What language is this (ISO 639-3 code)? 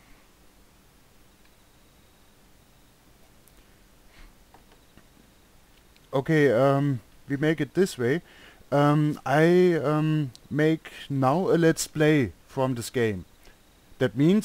deu